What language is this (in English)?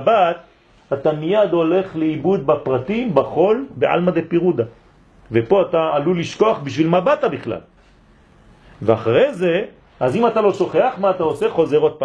Hebrew